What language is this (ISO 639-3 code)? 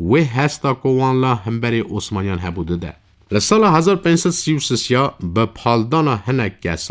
kur